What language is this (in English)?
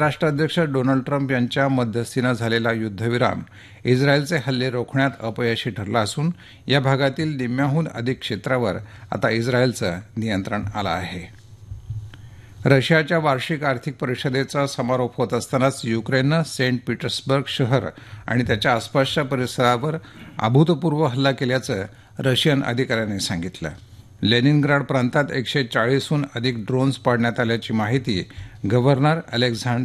Marathi